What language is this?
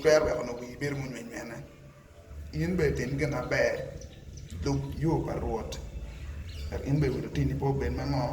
Acoli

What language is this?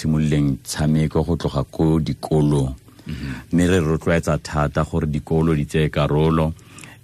Tswana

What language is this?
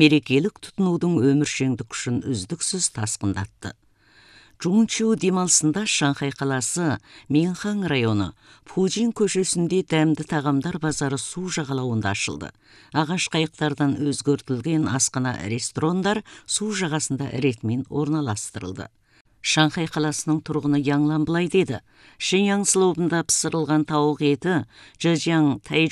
Kazakh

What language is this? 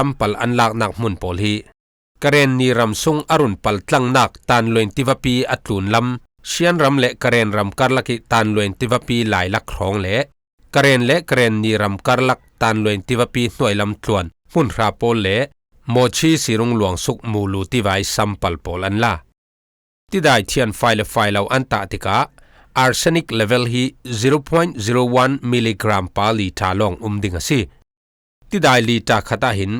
Falam Chin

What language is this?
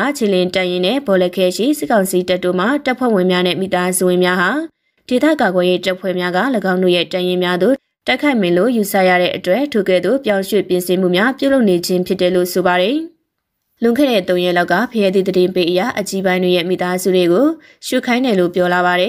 Burmese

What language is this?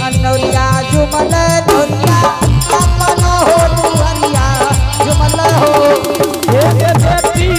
Angika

